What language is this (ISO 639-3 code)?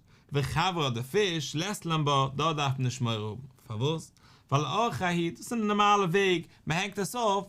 yid